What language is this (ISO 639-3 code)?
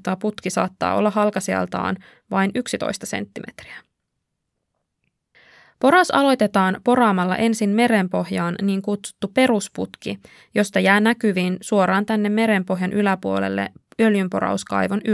fin